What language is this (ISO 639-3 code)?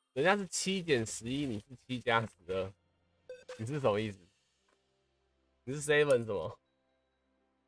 zho